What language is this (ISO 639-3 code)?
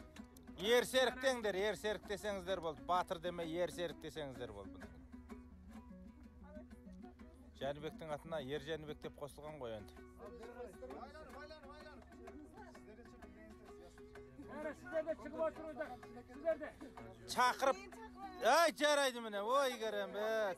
kaz